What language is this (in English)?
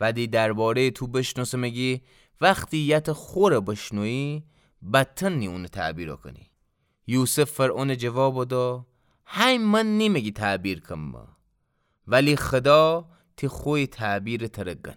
Gilaki